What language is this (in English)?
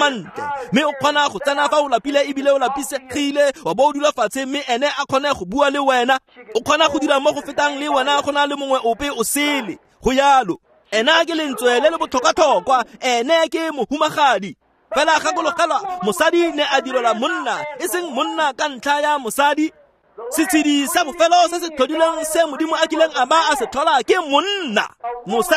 Tswana